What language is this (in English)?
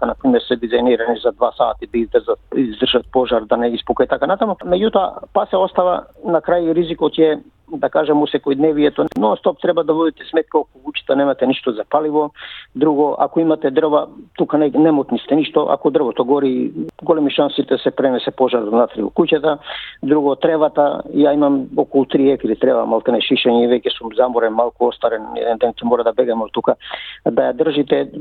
Macedonian